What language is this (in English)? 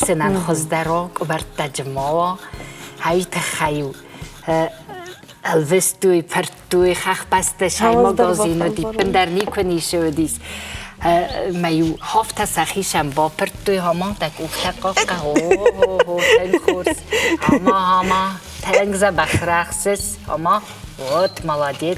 Ossetic